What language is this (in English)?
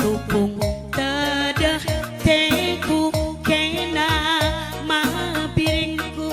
Batak Karo